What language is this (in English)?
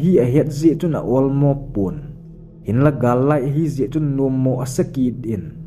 Thado Chin